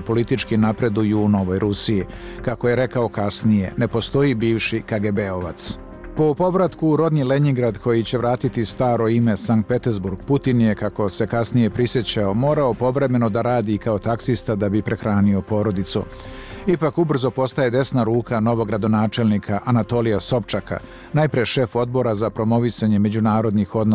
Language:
Bosnian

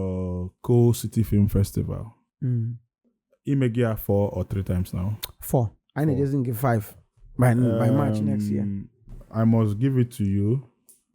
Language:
Igbo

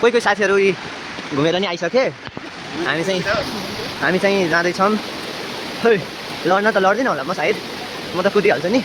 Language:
Nepali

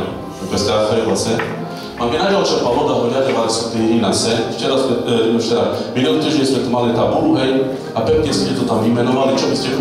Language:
Slovak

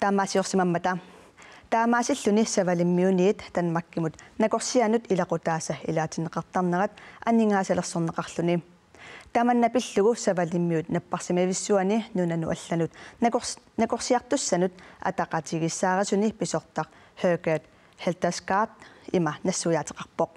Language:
Kalaallisut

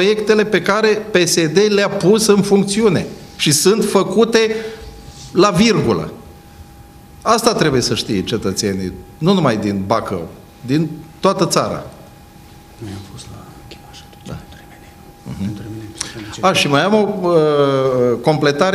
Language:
Romanian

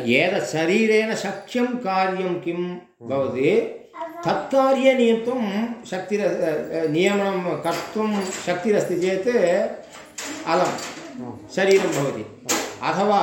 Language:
Sanskrit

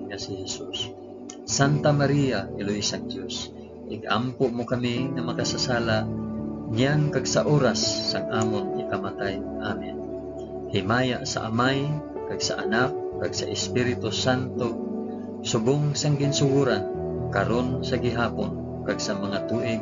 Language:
Hiligaynon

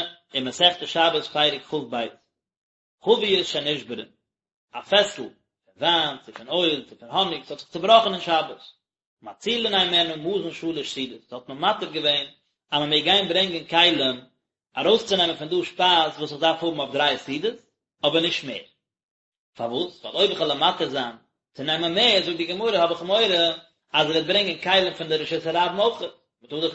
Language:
Yiddish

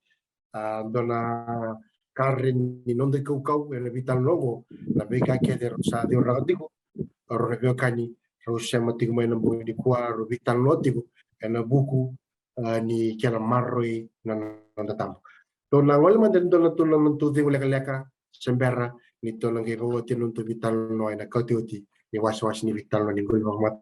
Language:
Fijian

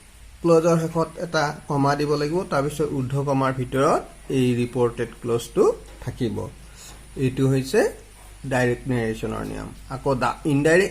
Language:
Assamese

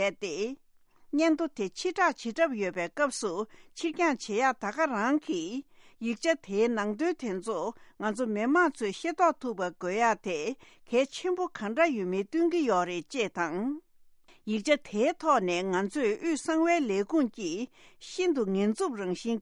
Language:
Tibetan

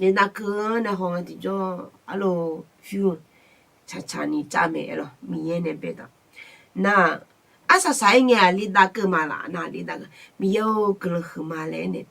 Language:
Akha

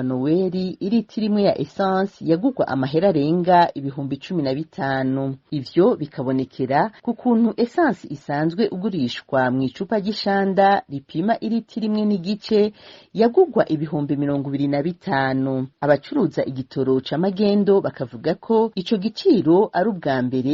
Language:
Rundi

